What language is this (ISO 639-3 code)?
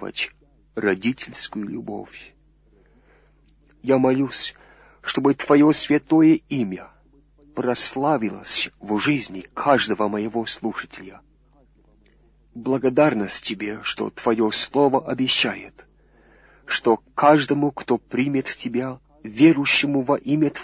rus